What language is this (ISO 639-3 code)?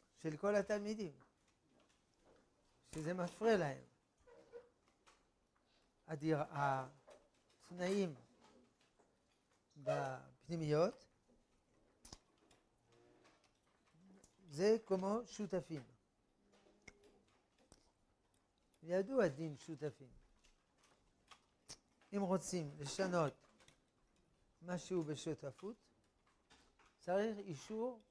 heb